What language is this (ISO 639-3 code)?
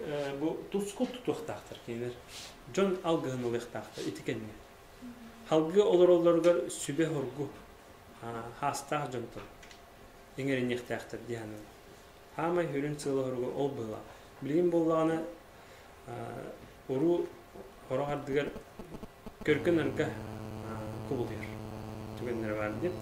sah